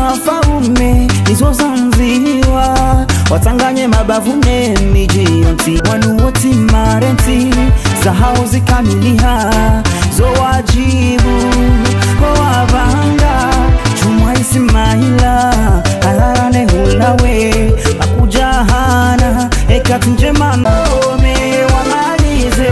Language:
Ngazidja Comorian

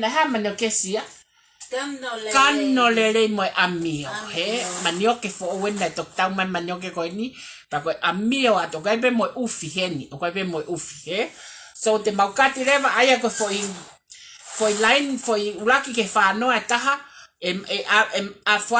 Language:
Tongan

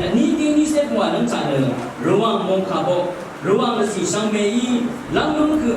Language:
Rawang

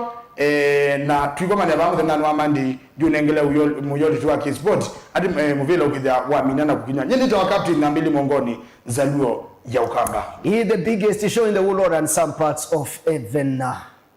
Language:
Kamba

